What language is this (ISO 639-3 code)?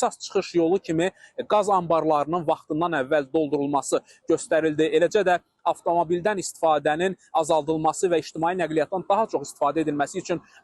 aze